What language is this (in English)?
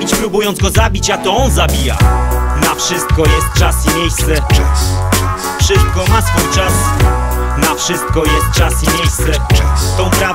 Polish